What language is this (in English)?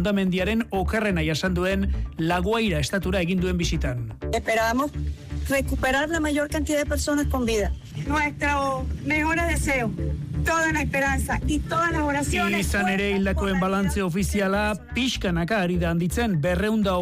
Basque